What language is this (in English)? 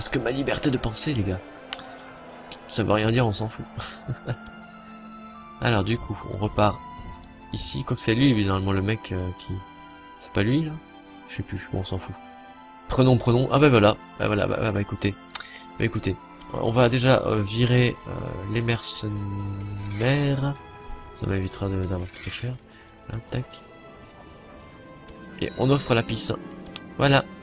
French